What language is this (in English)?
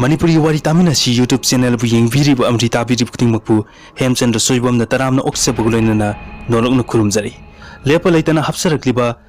Manipuri